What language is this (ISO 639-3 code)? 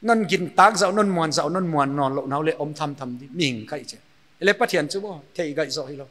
pck